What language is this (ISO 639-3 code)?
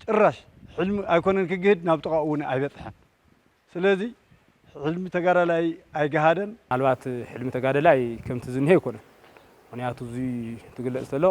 tir